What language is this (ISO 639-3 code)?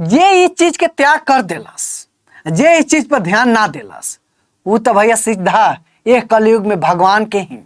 bho